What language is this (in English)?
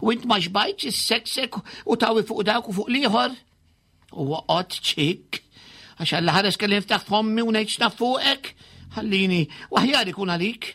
Maltese